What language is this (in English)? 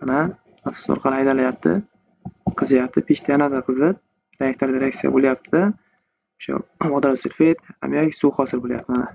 Uzbek